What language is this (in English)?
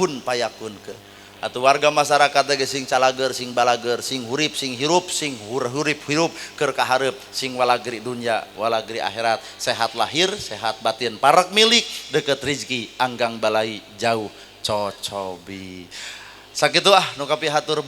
Sundanese